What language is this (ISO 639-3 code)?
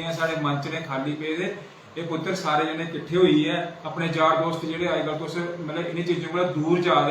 doi